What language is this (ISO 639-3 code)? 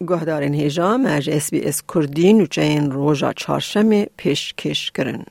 kur